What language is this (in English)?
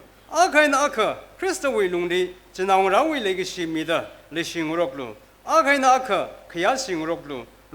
Tangkhul Naga (India)